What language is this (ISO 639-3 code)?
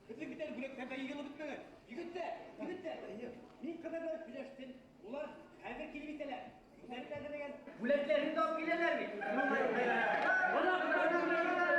bak